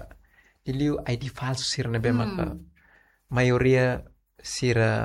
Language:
Tetum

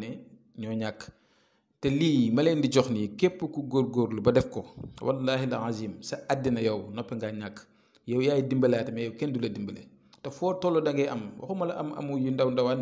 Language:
Wolof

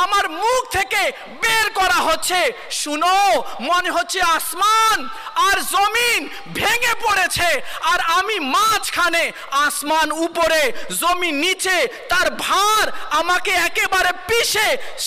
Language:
Bangla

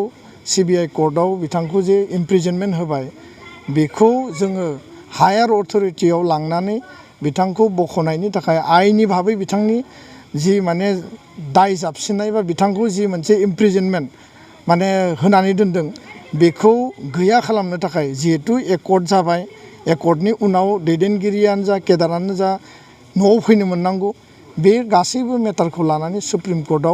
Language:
Bodo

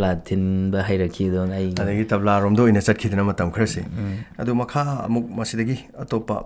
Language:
Manipuri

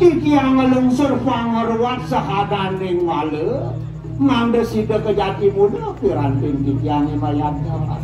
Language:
Balinese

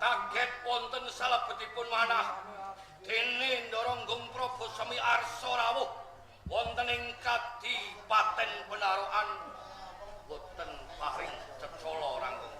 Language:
Javanese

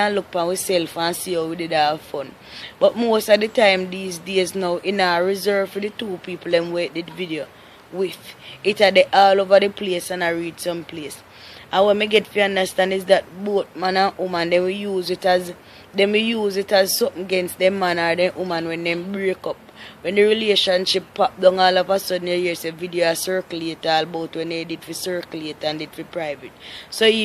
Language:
Jamaican Creole English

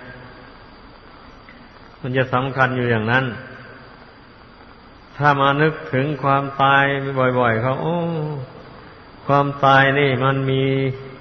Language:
Thai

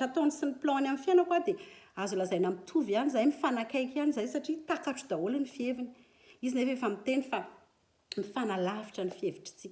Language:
Malagasy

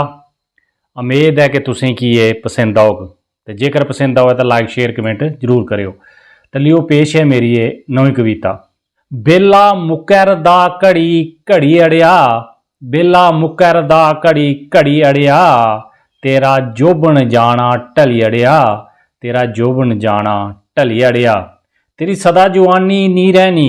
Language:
Dogri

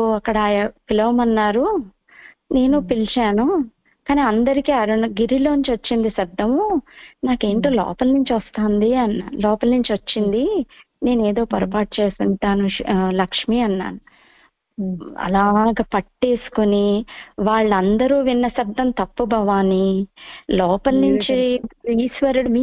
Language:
Telugu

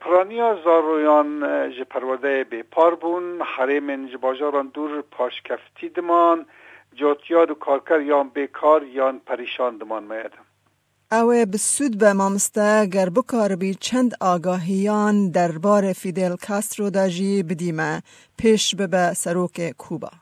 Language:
Kurdish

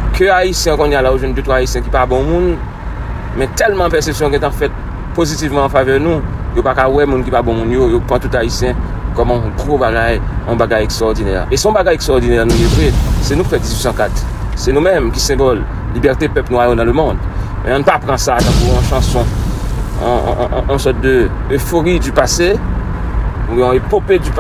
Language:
Haitian Creole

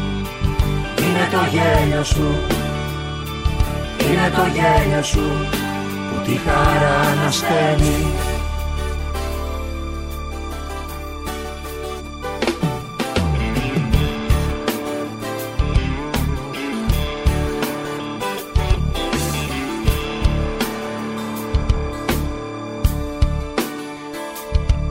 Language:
Greek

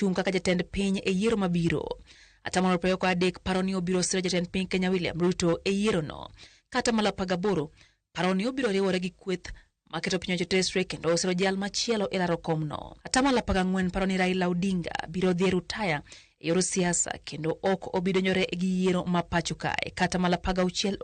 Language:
Luo (Kenya and Tanzania)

